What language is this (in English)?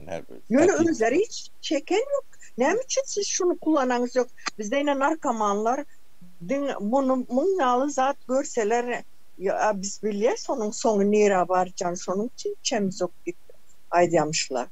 Turkmen